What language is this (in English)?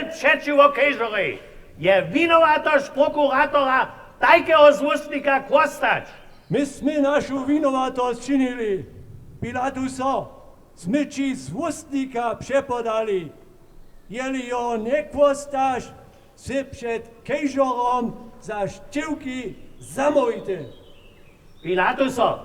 Upper Sorbian